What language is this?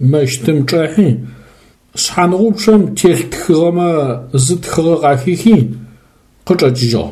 Adyghe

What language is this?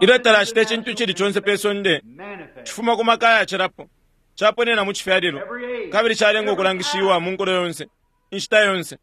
Bemba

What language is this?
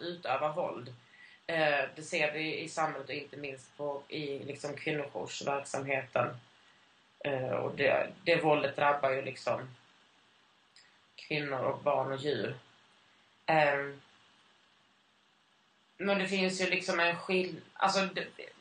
Swedish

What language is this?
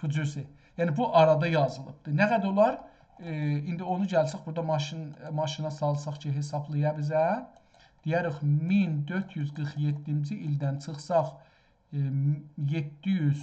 South Azerbaijani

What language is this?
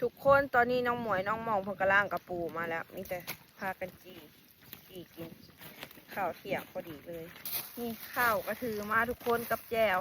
Lao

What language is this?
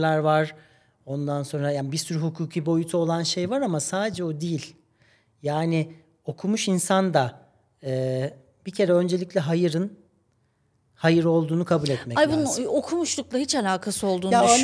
Turkish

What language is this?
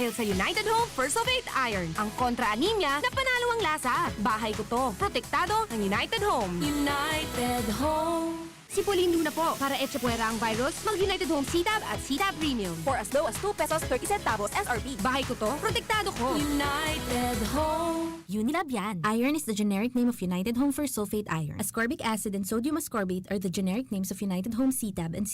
Bikol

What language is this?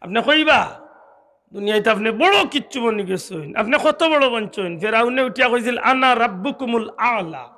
Sylheti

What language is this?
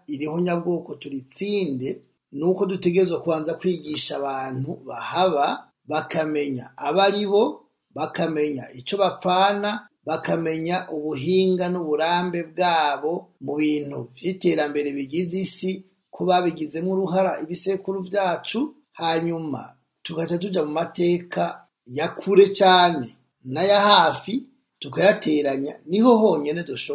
Rundi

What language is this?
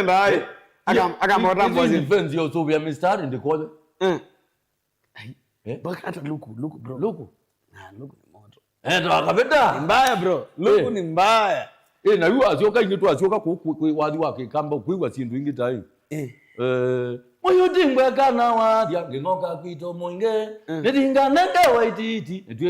Kamba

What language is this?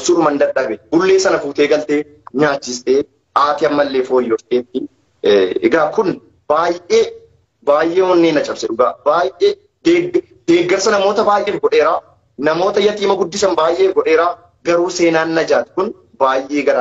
Oromo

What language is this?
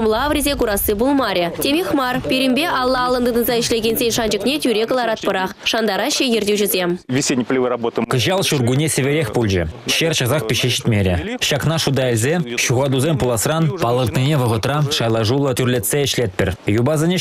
Chuvash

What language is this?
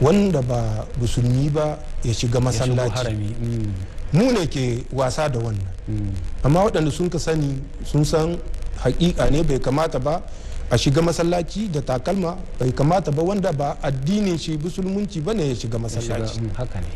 Hausa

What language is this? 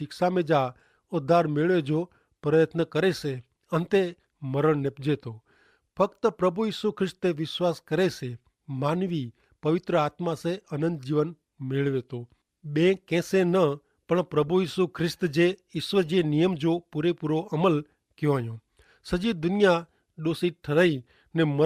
Kachhi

